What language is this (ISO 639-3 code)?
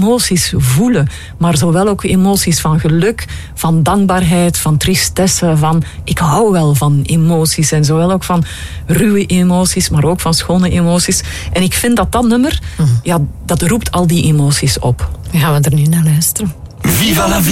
nld